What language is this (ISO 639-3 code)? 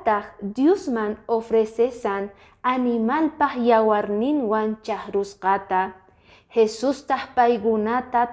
que